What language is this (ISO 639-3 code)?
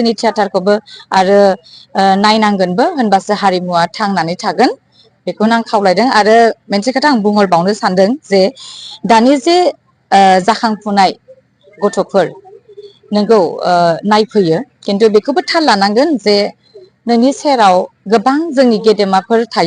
brx